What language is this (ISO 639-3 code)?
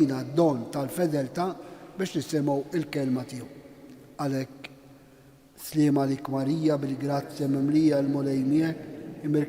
mlt